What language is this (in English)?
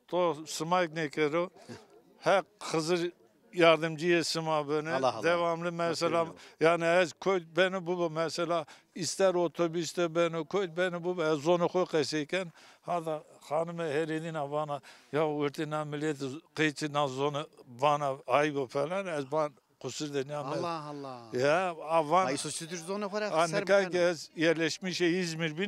Zaza